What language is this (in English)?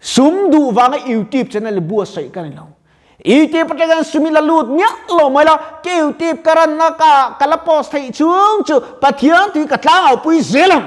Mizo